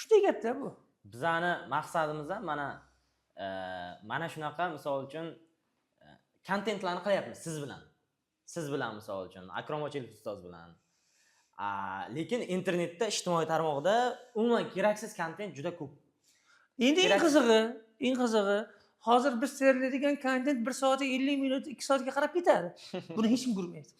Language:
Uzbek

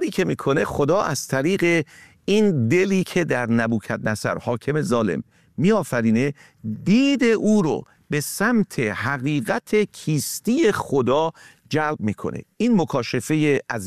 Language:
Persian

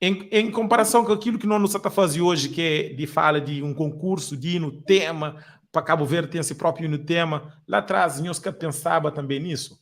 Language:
Kabuverdianu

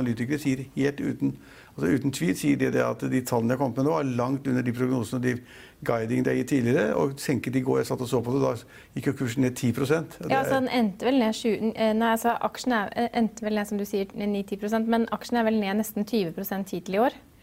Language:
Norwegian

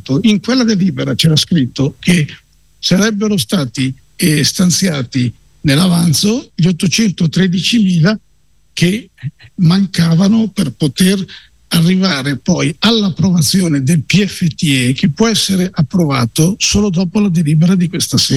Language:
Italian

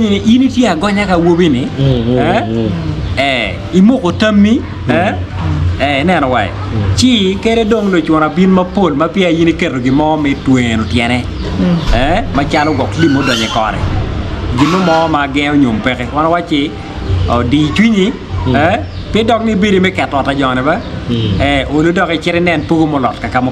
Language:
Acoli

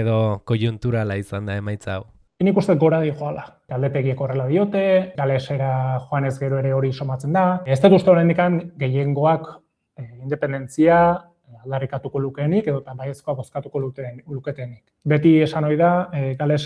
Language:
Basque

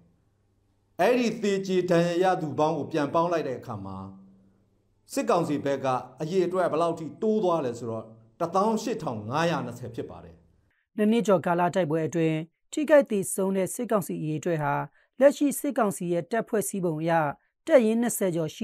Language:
Burmese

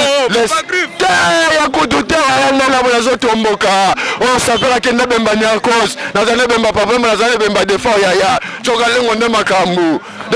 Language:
Lingala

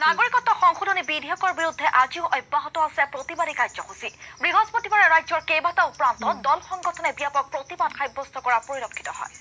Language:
Assamese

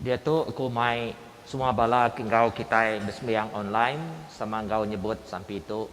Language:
Iban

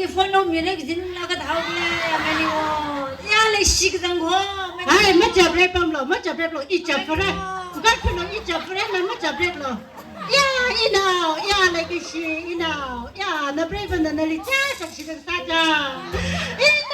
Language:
Tangkhul Naga (India)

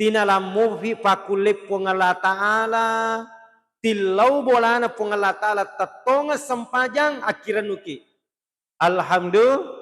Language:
Buginese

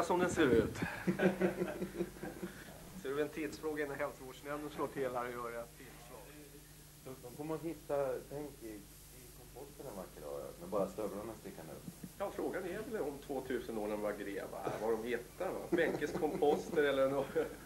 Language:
Swedish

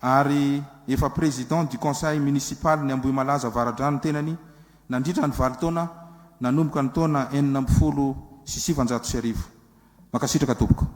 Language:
Malagasy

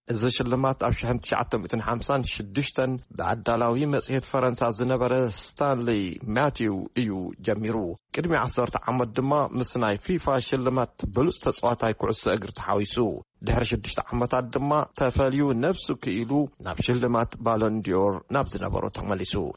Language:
Tigrinya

